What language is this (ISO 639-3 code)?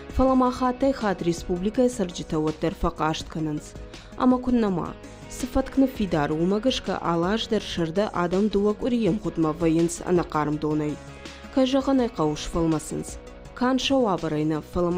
oss